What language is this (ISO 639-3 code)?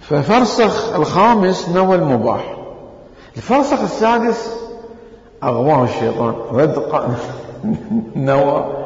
acm